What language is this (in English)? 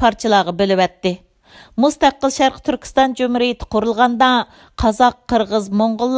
Uyghur